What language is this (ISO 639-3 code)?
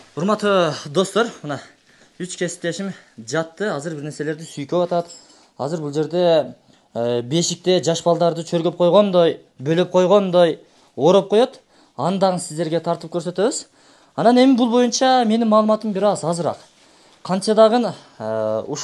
kir